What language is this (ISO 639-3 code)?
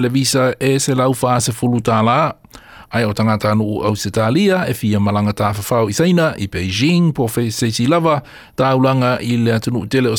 smo